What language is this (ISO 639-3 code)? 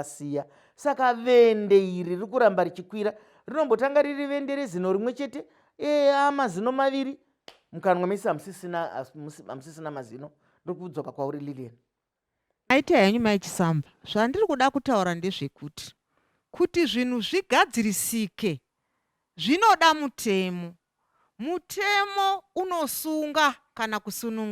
sna